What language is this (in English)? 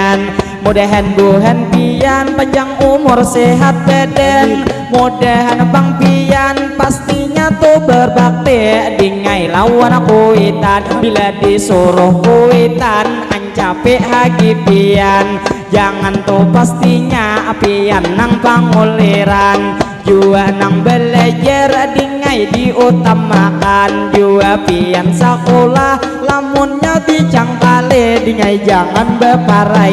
Banjar